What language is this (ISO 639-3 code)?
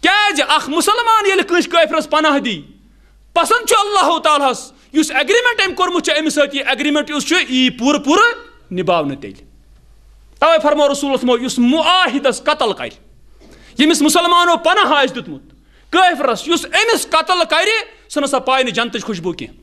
kas